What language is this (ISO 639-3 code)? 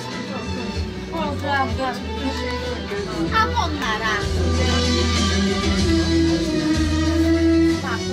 tur